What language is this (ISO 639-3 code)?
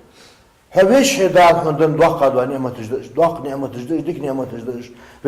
inh